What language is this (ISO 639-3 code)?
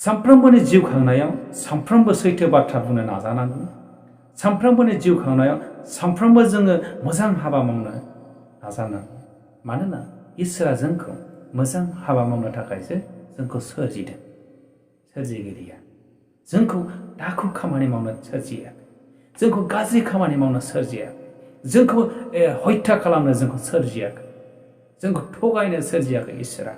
brx